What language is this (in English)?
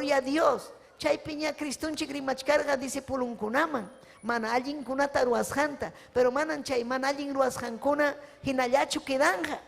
Ayacucho Quechua